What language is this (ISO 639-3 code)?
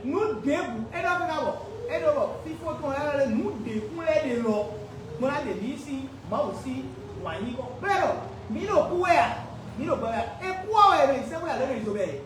fon